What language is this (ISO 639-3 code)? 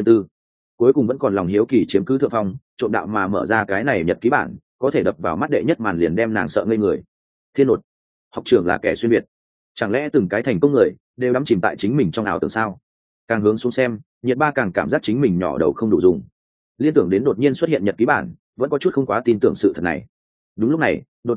vie